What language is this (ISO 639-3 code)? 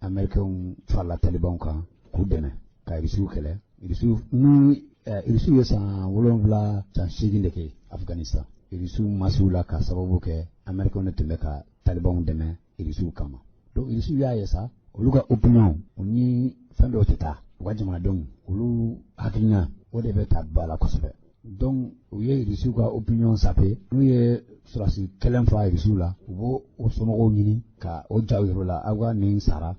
bam